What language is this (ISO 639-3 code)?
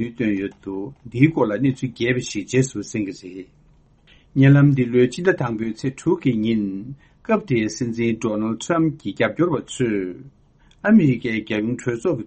bod